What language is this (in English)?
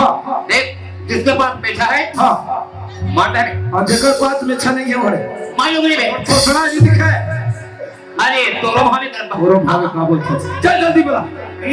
Chhattisgarhi